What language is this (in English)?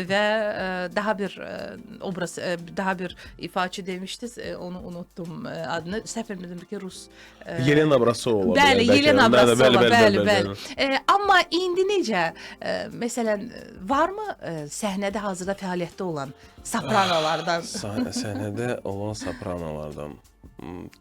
Azerbaijani